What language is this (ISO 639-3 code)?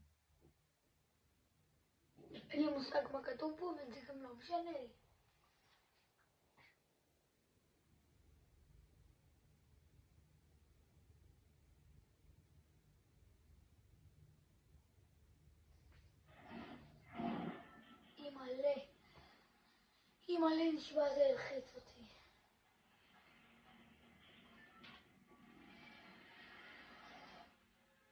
heb